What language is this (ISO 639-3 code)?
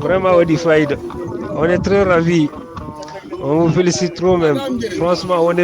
ful